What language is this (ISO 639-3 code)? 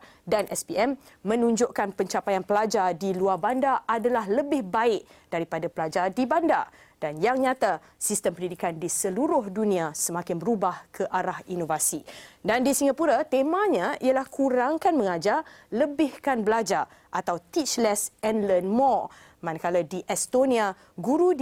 msa